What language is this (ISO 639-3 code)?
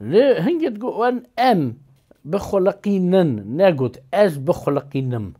kur